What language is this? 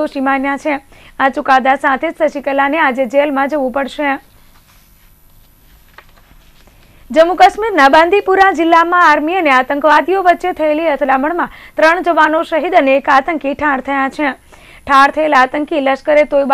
Gujarati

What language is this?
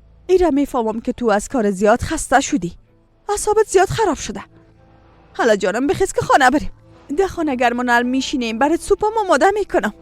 Persian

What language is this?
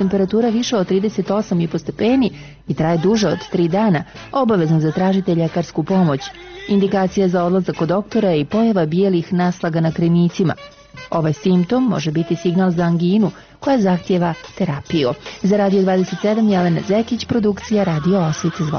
Bosnian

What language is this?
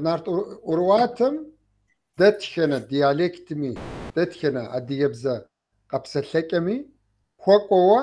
Kabardian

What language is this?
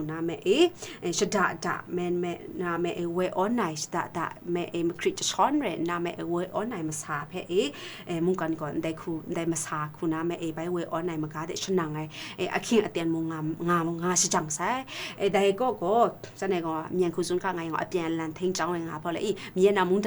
Kachin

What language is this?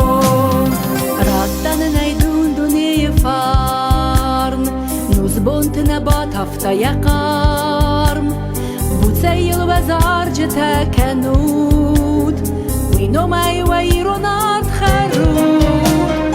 Ossetic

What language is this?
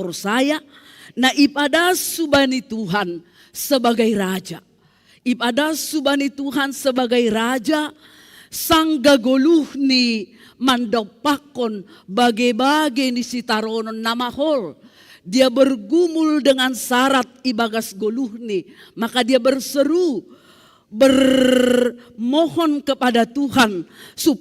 Batak Simalungun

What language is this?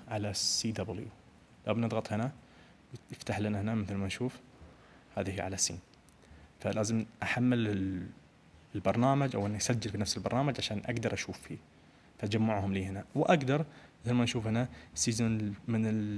Najdi Arabic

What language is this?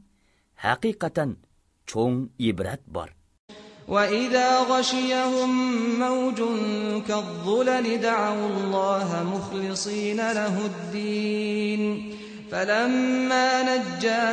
Uyghur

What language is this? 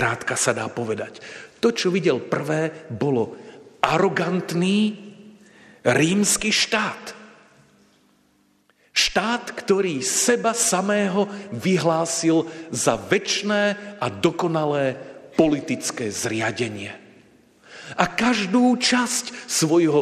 Slovak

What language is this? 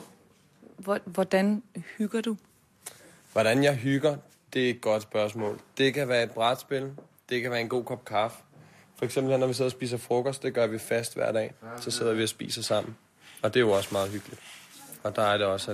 Danish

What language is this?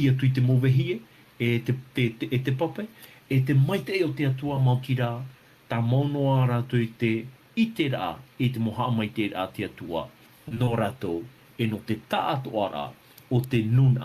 Tahitian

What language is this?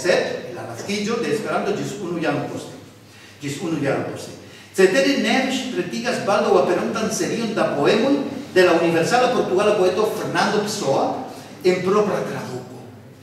Esperanto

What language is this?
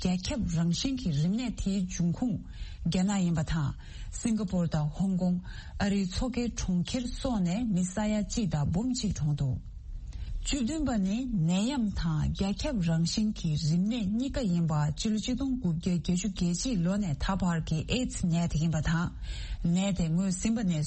Tibetan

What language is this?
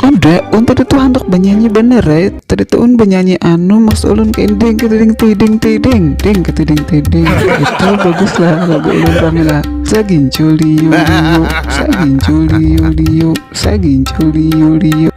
Banjar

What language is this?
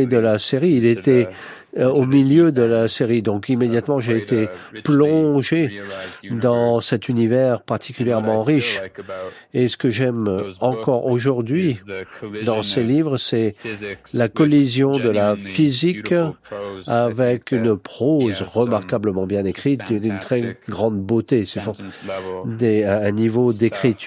French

